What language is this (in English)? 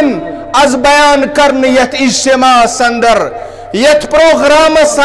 Kashmiri